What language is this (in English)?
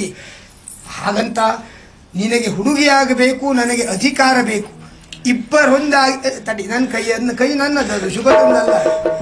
Kannada